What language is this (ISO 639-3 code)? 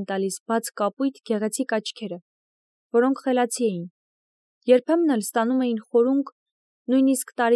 hye